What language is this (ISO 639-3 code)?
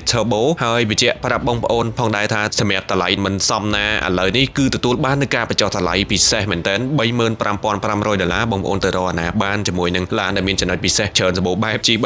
khm